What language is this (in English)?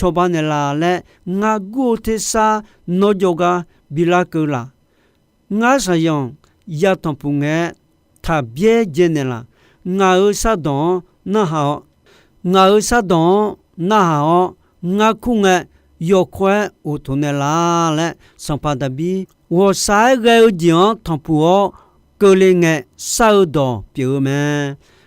Akha